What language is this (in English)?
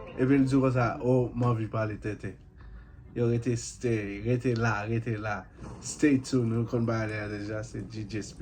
Haitian Creole